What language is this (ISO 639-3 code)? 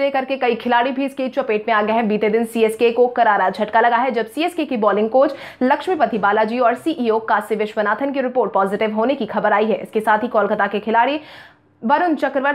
hin